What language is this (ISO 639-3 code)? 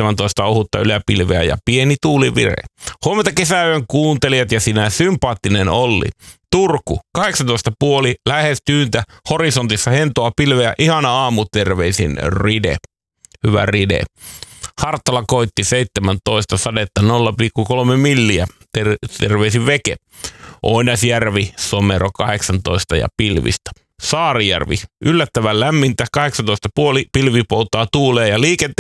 fin